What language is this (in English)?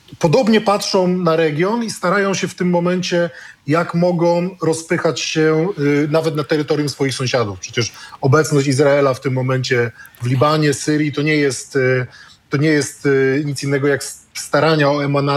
Polish